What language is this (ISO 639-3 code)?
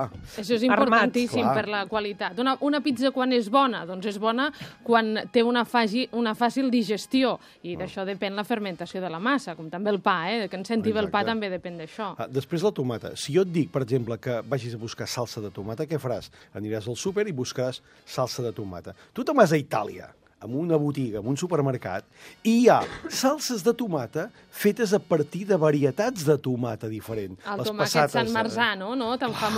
cat